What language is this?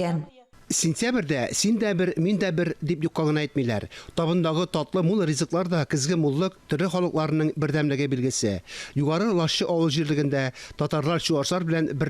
Tatar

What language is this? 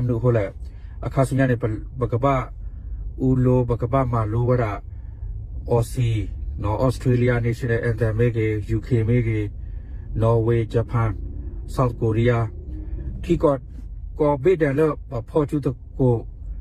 S'gaw Karen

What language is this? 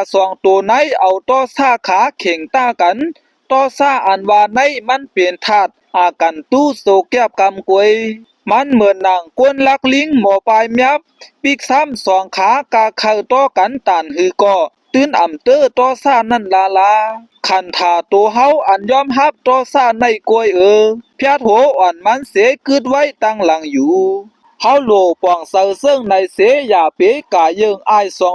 Shan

